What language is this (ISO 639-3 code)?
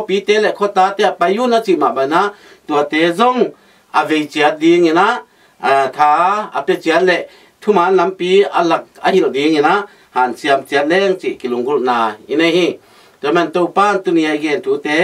ctd